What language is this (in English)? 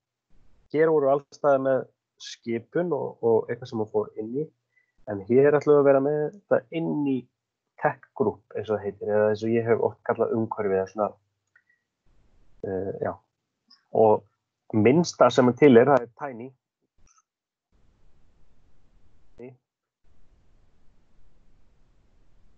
Icelandic